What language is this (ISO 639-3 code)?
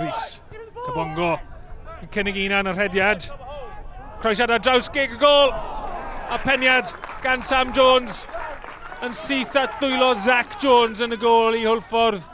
cym